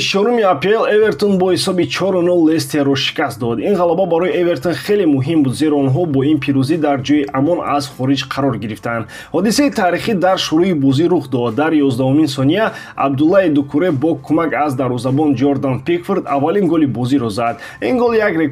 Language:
Tajik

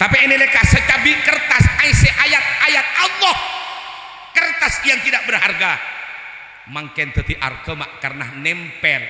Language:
Madurese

